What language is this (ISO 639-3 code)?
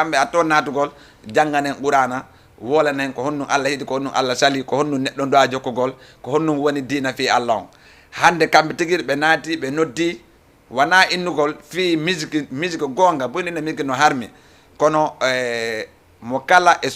ful